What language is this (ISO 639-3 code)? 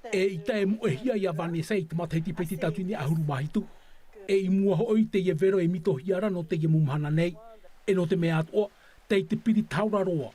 tah